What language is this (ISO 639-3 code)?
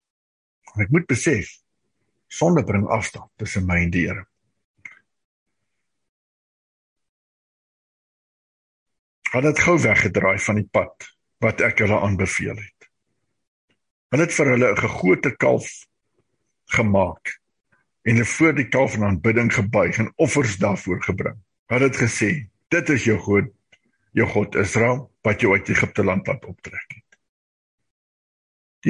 afr